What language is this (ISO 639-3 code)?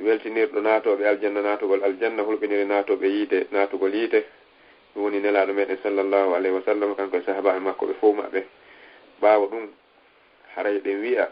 ful